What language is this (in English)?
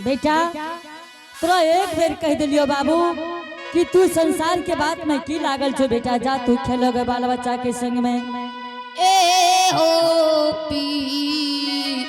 Angika